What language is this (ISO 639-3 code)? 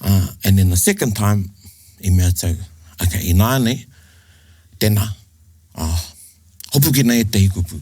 mri